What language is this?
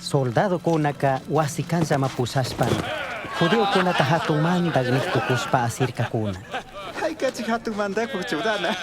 Chimborazo Highland Quichua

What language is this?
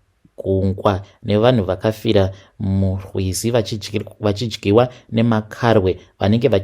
Shona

